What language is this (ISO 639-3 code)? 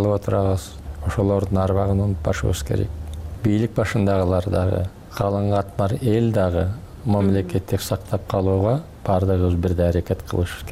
kir